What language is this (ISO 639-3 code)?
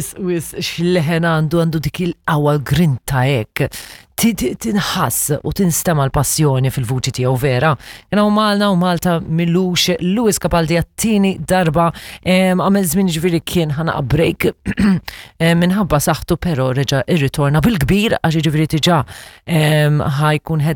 mlt